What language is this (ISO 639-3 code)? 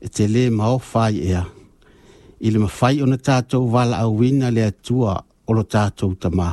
smo